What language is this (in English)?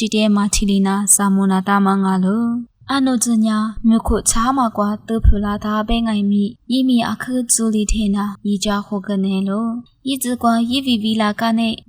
Lisu